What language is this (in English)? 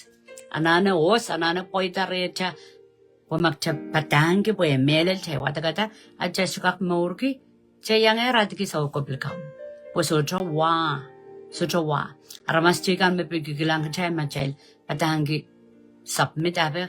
Pohnpeian